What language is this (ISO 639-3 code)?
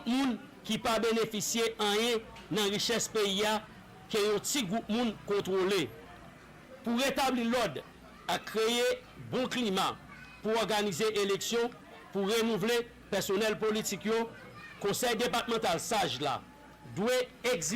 hat